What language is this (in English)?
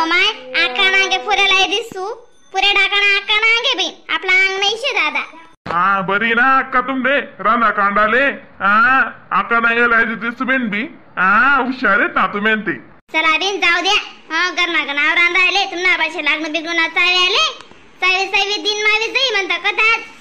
Khandesi